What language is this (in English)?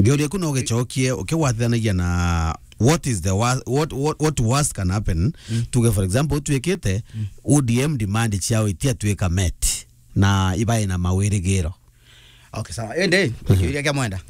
Meru